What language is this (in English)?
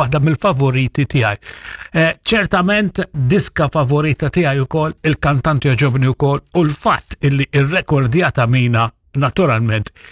Maltese